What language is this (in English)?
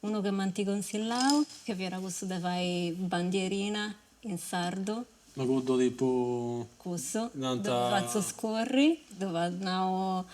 Sardinian